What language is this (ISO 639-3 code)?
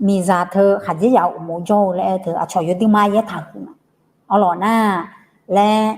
ahk